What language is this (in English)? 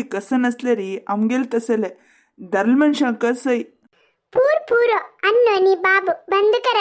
Konkani